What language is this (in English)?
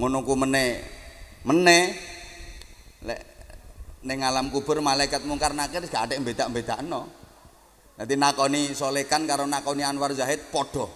Javanese